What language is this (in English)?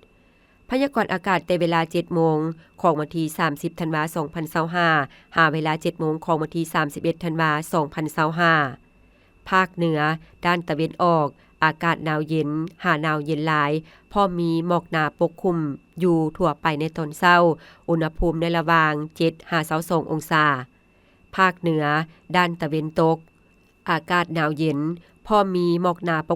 Lao